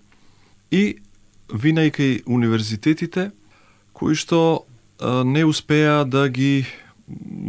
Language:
Macedonian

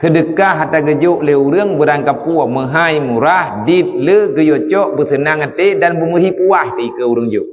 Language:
Achinese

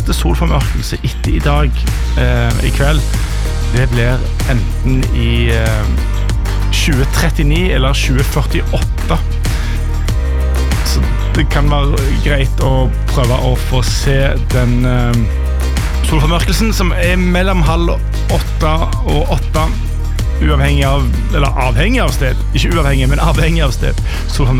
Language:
Norwegian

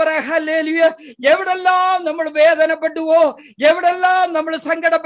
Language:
Malayalam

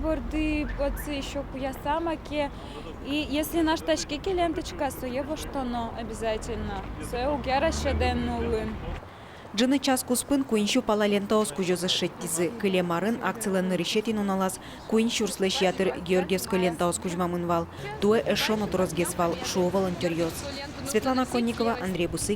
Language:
Udmurt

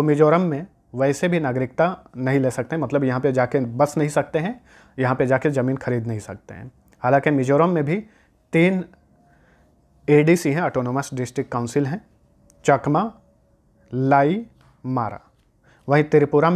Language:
Hindi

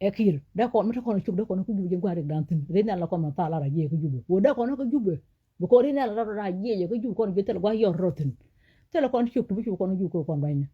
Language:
Nuer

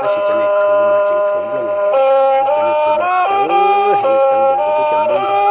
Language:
Hmong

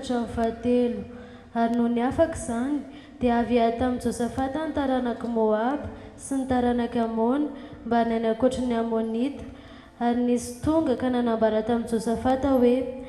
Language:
Malagasy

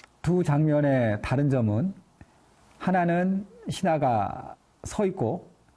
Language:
Korean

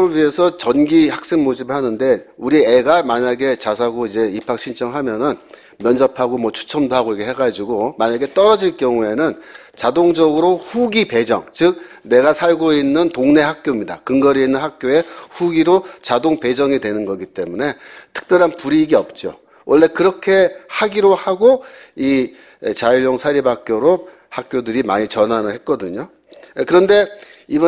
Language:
Korean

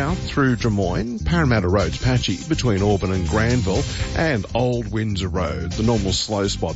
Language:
English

